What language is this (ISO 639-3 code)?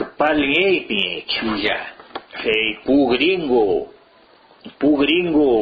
arn